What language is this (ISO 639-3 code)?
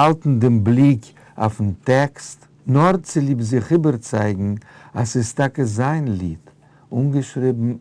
yid